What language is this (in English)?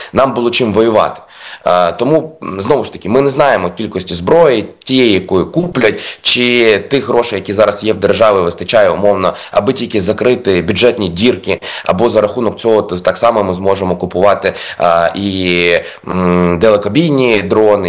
Ukrainian